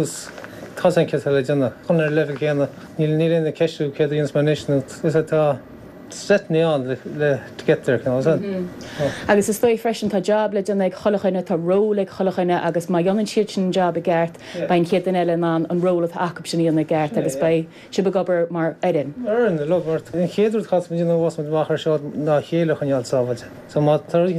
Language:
Irish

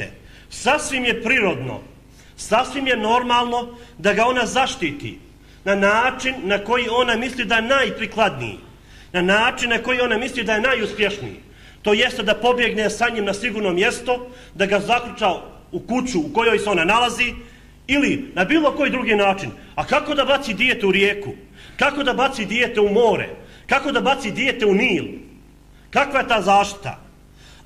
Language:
Bosnian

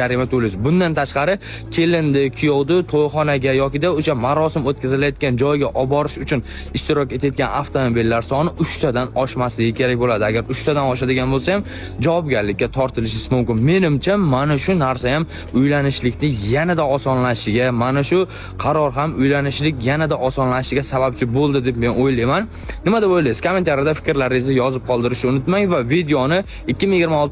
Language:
Uzbek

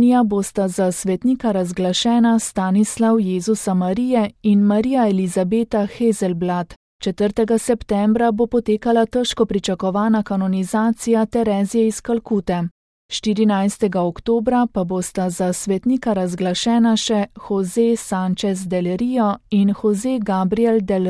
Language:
Slovenian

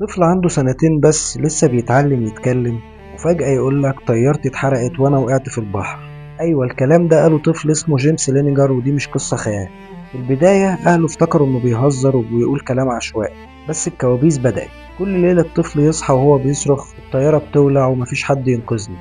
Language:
Egyptian Arabic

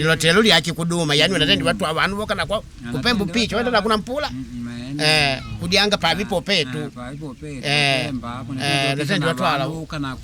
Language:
Makonde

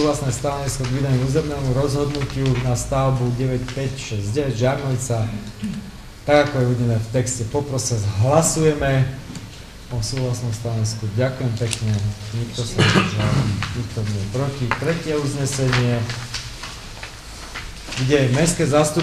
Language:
Slovak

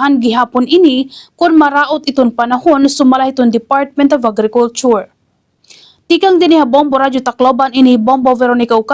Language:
Waray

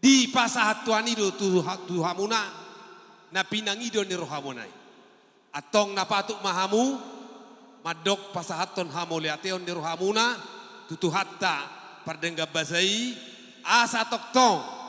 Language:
Batak Toba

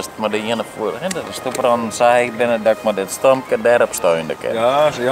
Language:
Western Frisian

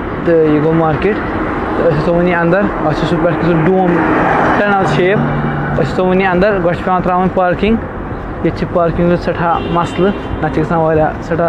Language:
Kashmiri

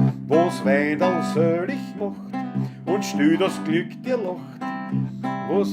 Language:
Bavarian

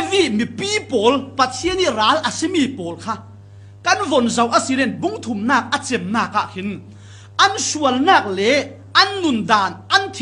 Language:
Falam Chin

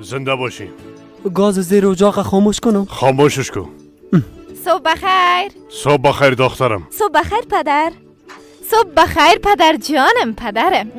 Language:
Persian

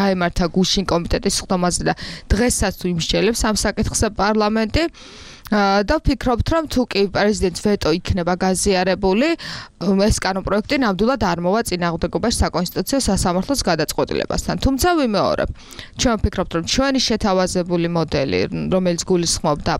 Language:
Georgian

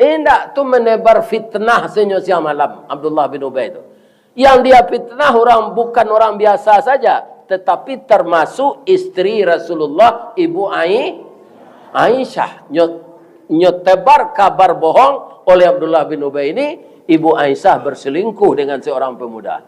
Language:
Minangkabau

